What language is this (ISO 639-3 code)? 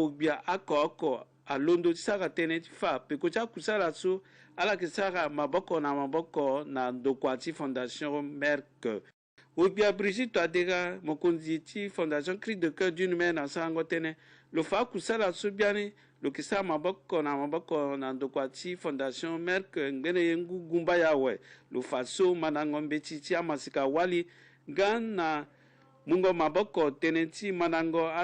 sag